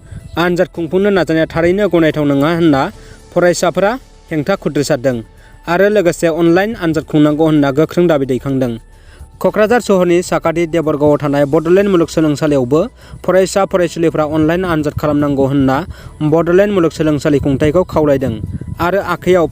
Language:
Bodo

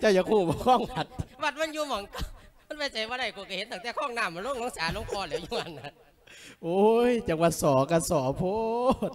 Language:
Lao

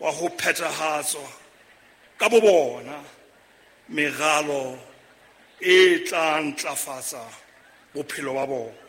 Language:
Southern Sotho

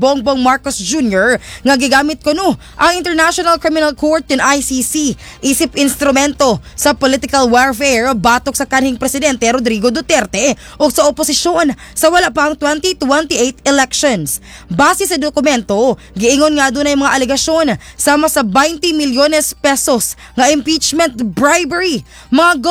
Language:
Cebuano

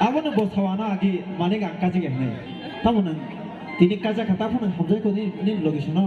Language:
Kok Borok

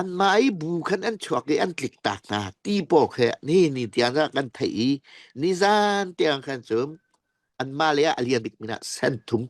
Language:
Falam Chin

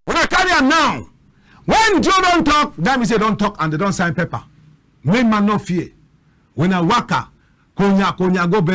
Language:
Cameroon Pidgin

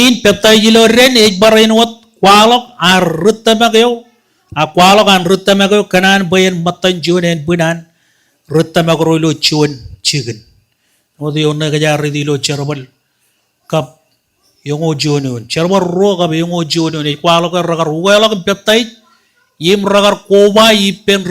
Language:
Marshallese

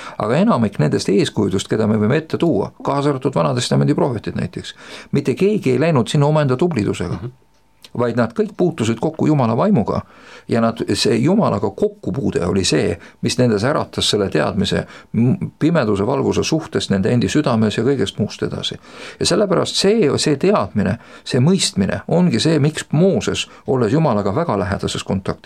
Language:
Estonian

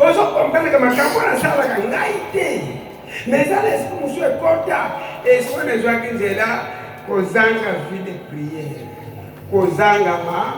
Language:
Lingala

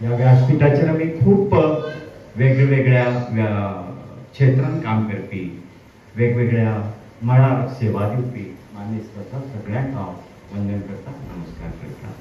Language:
Konkani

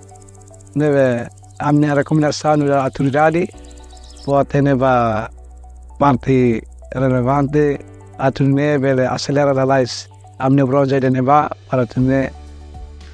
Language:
Tetum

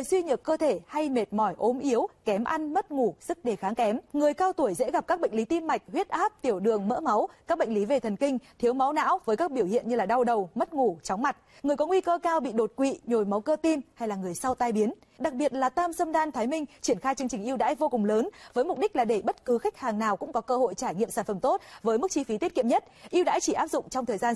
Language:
Vietnamese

